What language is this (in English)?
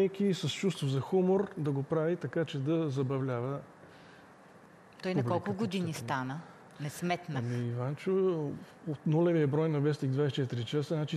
Bulgarian